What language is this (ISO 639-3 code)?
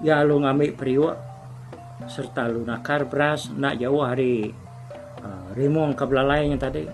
iba